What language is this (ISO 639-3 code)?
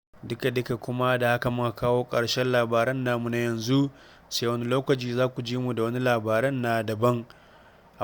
hau